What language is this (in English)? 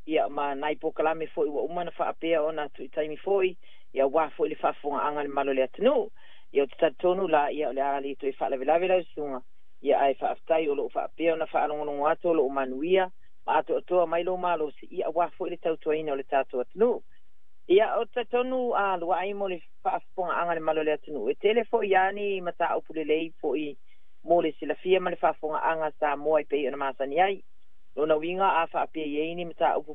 Samoan